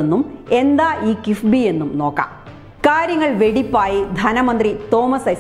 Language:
Malayalam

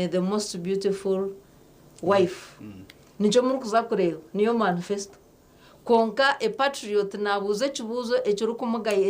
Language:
Nyankole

